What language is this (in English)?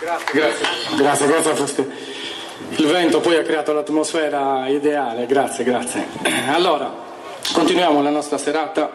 Sardinian